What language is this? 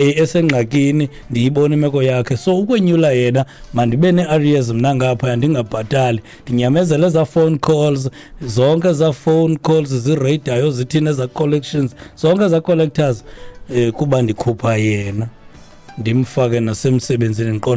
Xhosa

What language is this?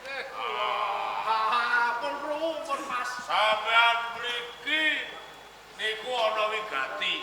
Javanese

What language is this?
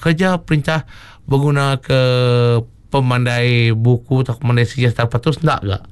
Iban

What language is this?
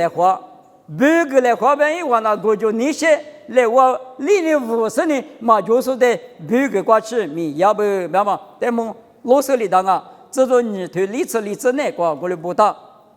Lisu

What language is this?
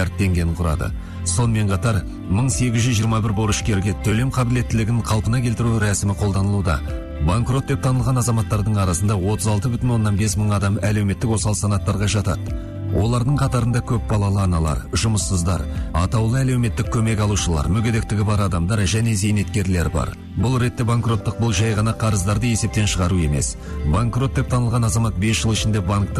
Kazakh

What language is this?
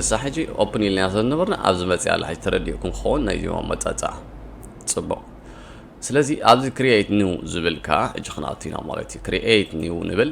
Tigrinya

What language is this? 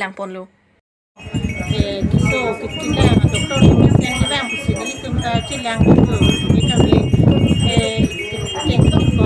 Karbi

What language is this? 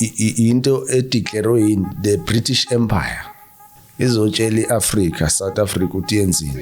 Zulu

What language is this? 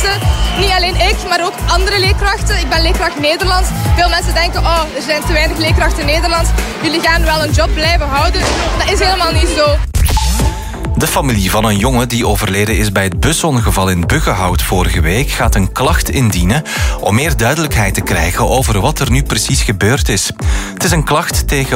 Dutch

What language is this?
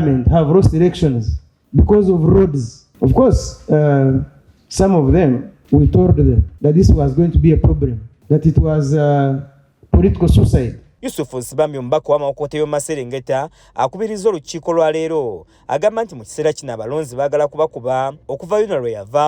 Ganda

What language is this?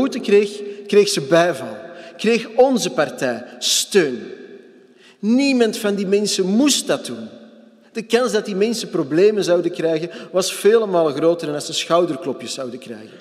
Dutch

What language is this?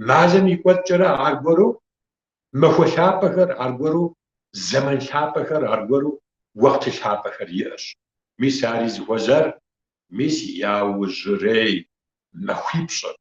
Kabardian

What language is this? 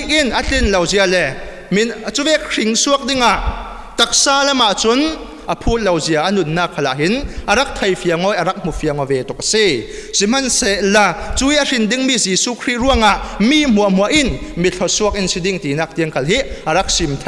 Falam Chin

